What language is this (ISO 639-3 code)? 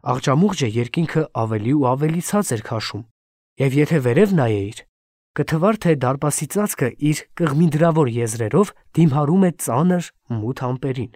hye